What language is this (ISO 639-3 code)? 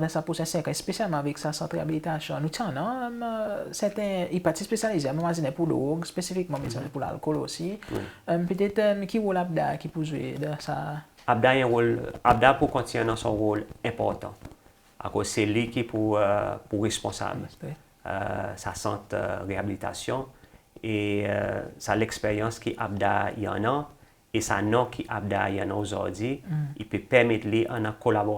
crs